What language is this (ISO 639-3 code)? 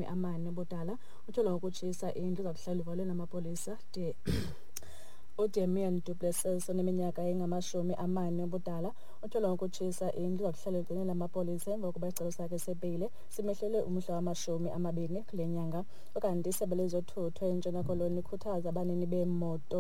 xho